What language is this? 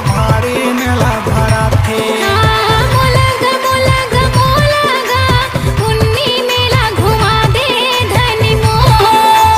Chhattisgarhi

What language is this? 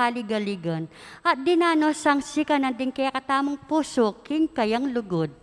Pampanga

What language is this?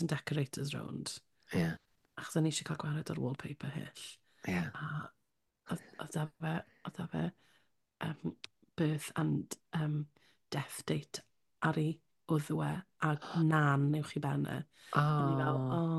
Welsh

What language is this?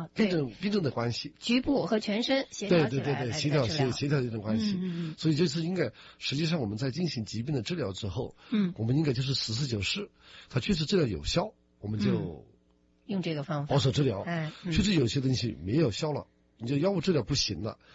Chinese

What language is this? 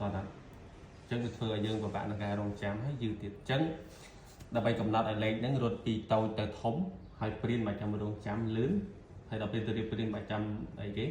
Khmer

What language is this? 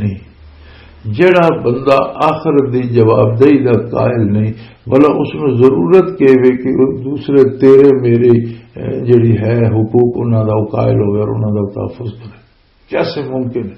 Western Panjabi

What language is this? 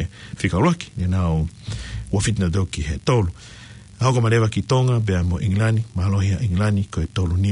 Tongan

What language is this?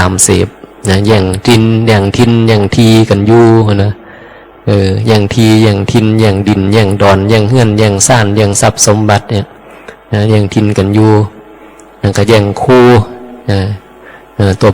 Northeastern Thai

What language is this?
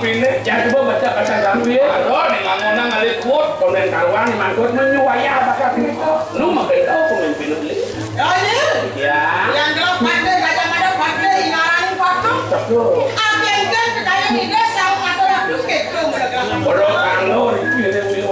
Balinese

